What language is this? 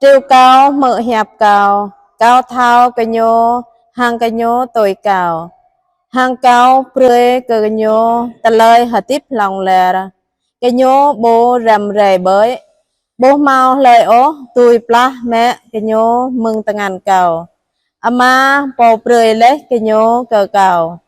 Jarai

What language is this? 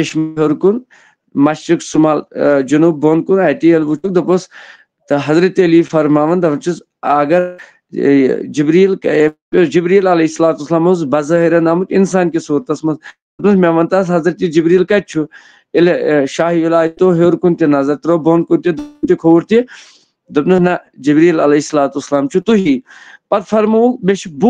Kashmiri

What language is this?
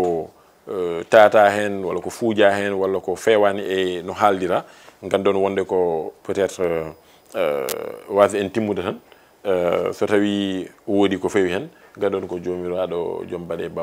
Fula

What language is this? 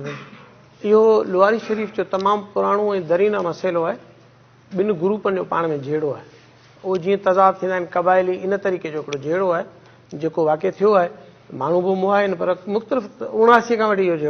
Sindhi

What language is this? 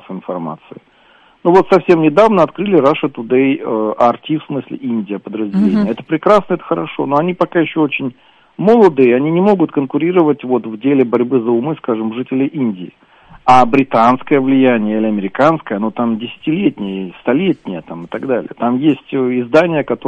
Russian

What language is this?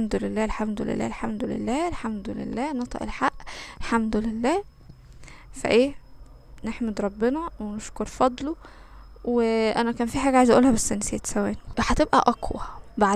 Egyptian Arabic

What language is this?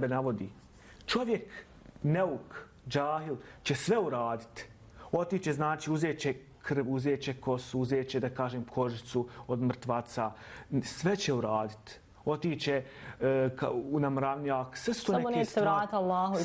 Bosnian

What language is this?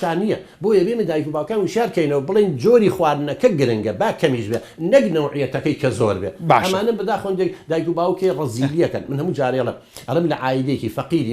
Central Kurdish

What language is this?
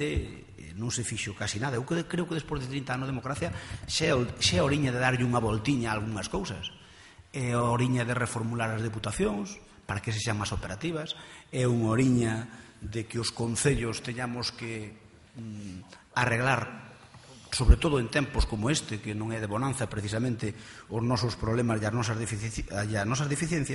Galician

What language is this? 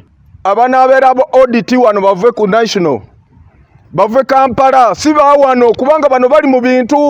Ganda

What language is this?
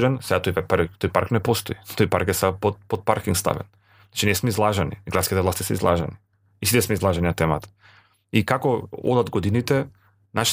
Macedonian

